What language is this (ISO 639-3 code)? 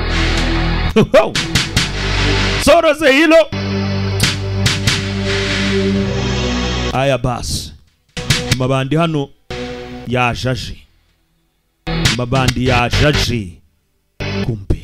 kin